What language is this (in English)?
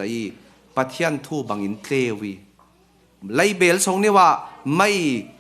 Falam Chin